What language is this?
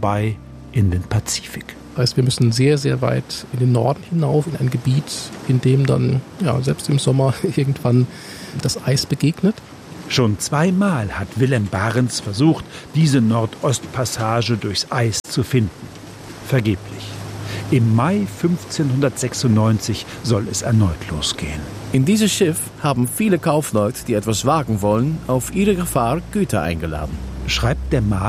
German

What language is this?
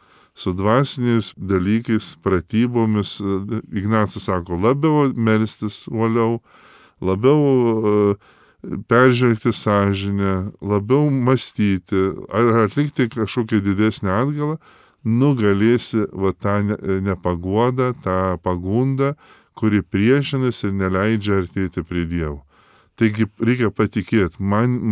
Lithuanian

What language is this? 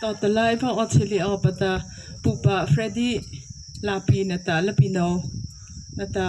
Mara Chin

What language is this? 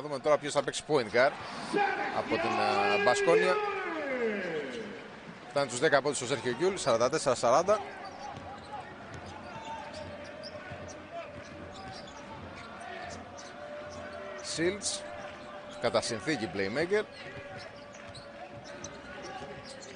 Greek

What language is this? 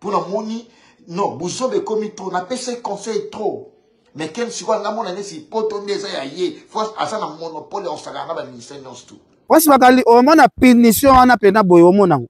Lingala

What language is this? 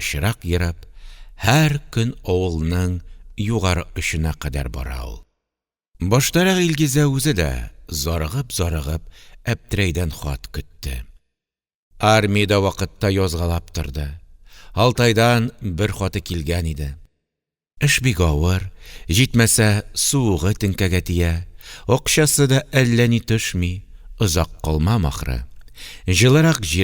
Tatar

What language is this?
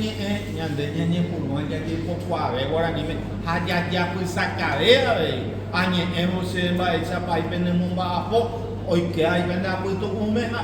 Guarani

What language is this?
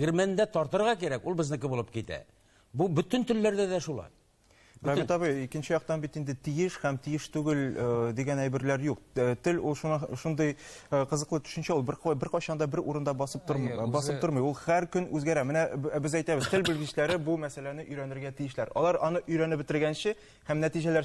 Tatar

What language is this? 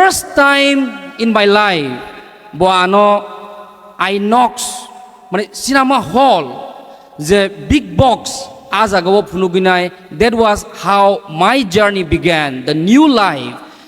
Kok Borok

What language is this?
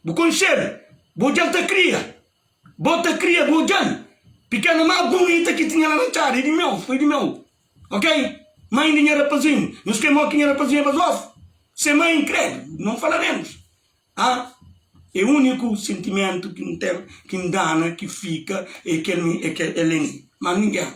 Kabuverdianu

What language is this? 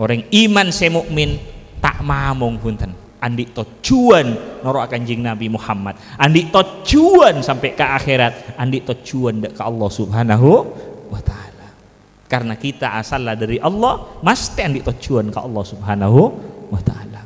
Madurese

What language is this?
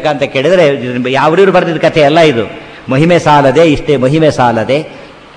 Kannada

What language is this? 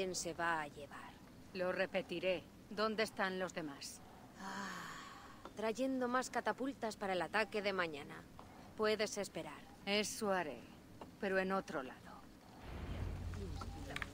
Spanish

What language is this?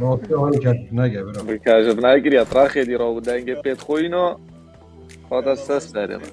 Kurdish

